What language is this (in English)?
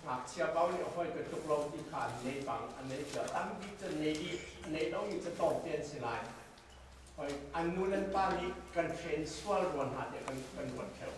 Hakha Chin